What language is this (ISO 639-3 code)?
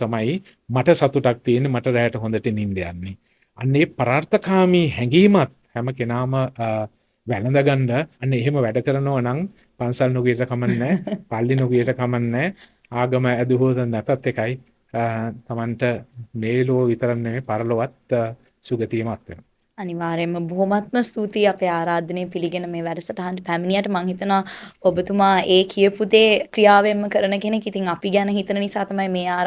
sin